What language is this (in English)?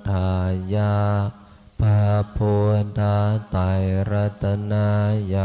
Pali